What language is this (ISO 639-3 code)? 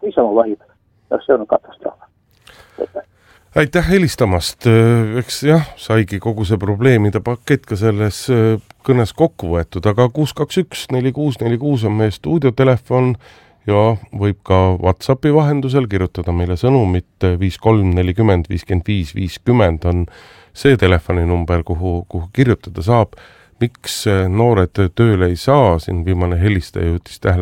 est